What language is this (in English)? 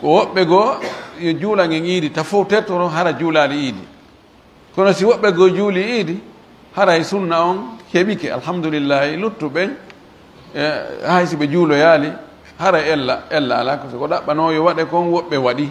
Fula